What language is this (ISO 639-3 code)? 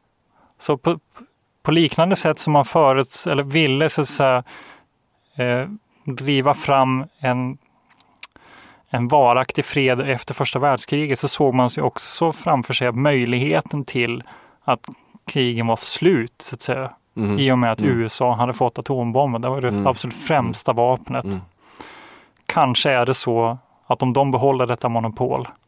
swe